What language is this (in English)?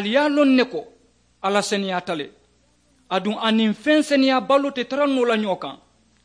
Mandingo